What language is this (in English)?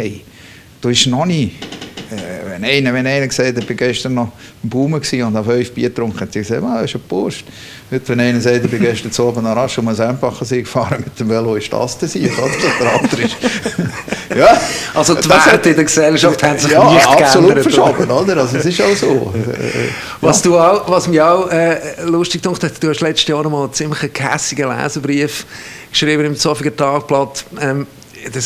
Swiss German